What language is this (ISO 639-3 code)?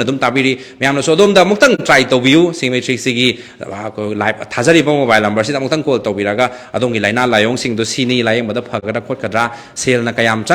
mni